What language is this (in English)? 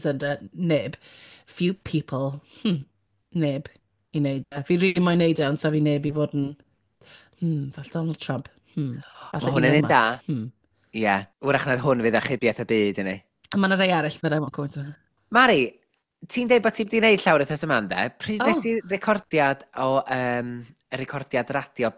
Welsh